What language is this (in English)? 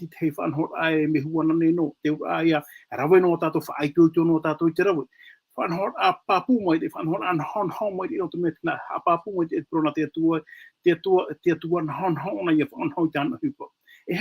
Tahitian